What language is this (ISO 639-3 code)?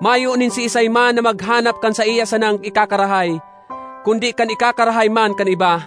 bik